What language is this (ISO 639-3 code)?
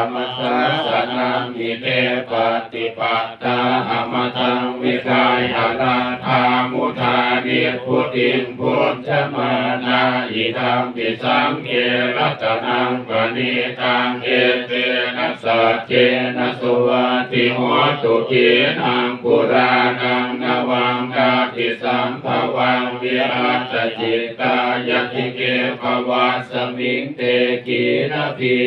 pli